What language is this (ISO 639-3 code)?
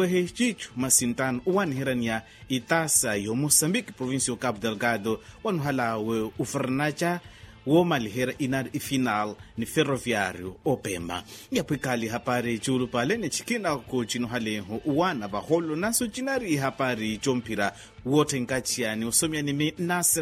vmw